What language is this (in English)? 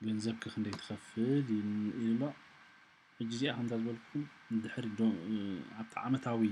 Tigrinya